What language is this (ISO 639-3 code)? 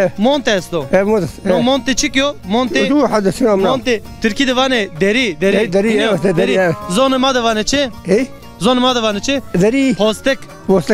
zza